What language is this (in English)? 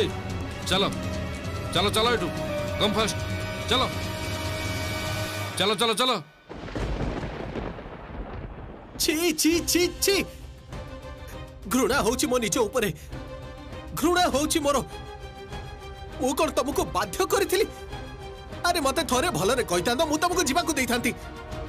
Odia